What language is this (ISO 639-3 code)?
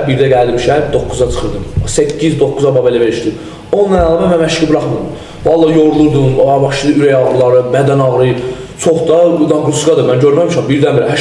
aze